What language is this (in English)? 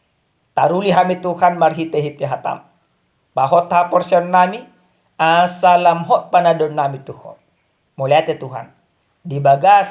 Batak Toba